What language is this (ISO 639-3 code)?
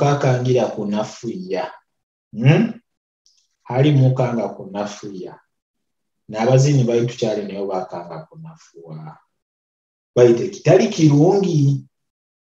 nyo